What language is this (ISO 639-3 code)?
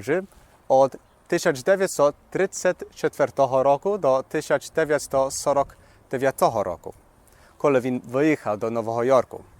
rue